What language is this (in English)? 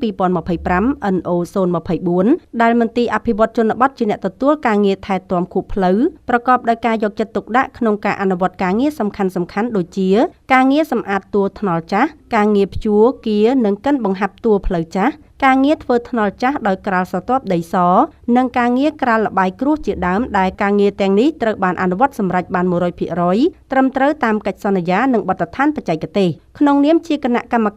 Khmer